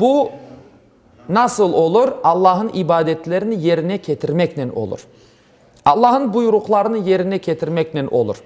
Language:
Crimean Tatar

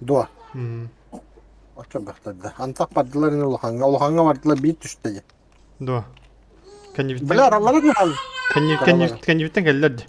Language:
Yakut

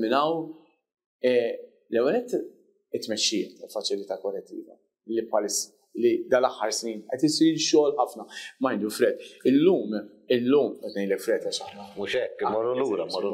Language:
Maltese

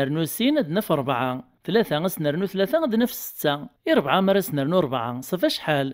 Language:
Kabyle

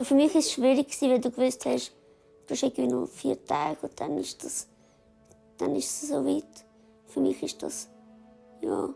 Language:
Swiss German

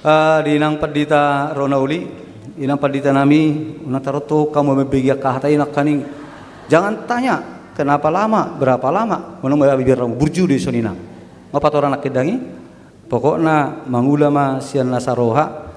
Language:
Batak Toba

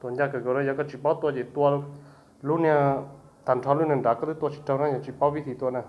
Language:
Hmong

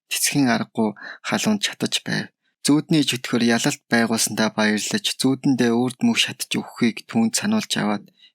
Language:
Mongolian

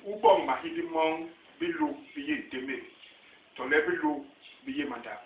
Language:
Basaa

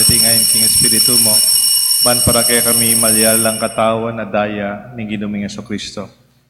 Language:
Pampanga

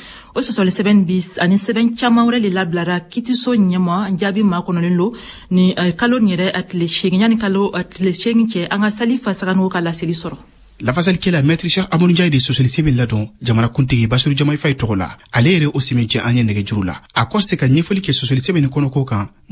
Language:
Bambara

